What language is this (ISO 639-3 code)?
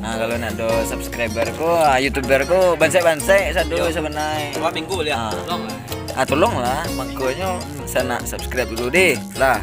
min